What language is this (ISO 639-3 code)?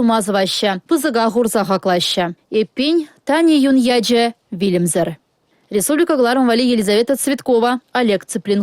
chv